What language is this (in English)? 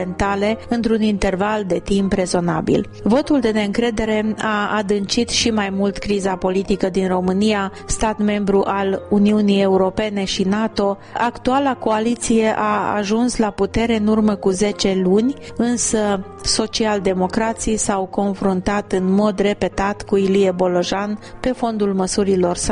Romanian